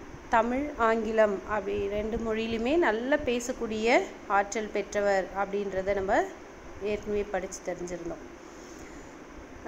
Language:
Tamil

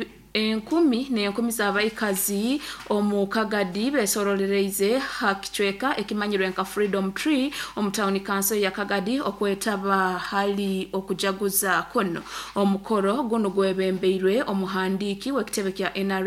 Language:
Nyoro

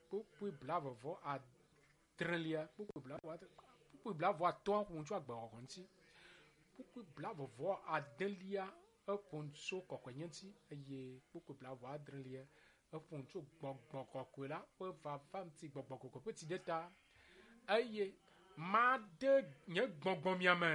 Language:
Ewe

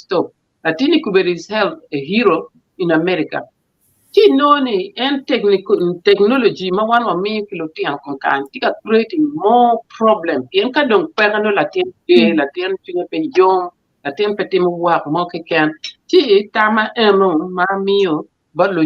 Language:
Acoli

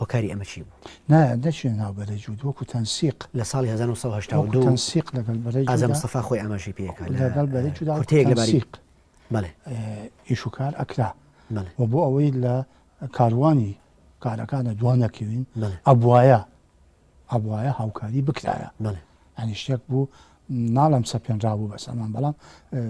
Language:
Central Kurdish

